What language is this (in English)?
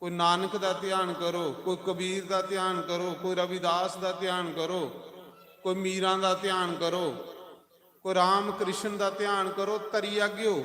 Dogri